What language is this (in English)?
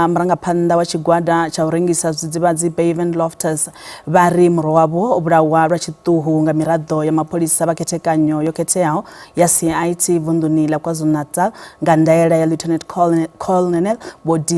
Venda